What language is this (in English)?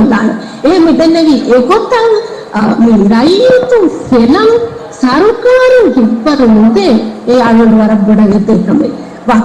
Divehi